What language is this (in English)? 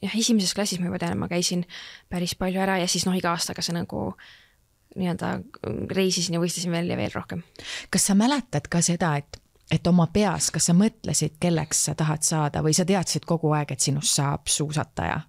Estonian